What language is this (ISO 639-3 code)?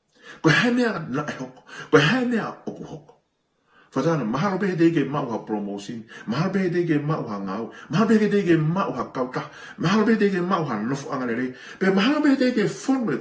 ton